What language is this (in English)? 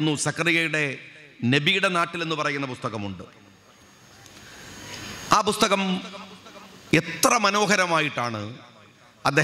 Malayalam